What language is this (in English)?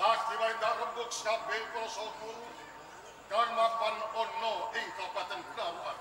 Javanese